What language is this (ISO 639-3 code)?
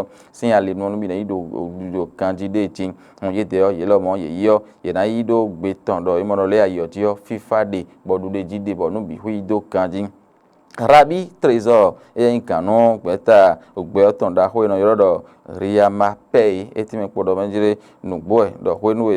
fon